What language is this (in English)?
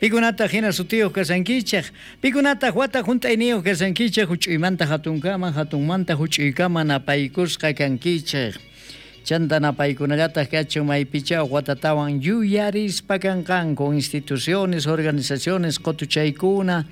South Bolivian Quechua